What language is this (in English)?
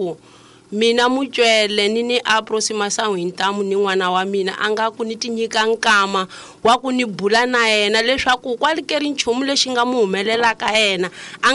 Tsonga